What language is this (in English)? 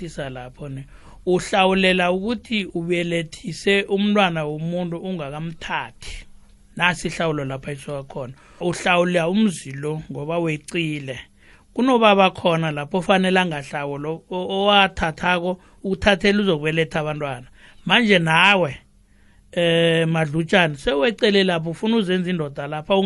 South Ndebele